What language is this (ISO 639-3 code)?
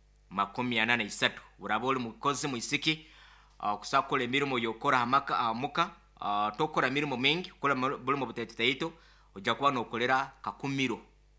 nyn